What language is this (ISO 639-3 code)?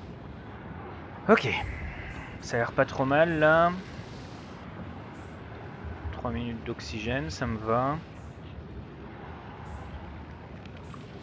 fra